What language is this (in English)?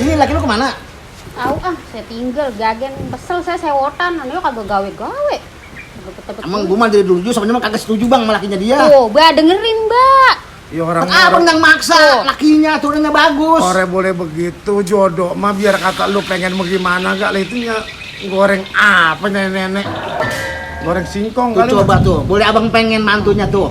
Betawi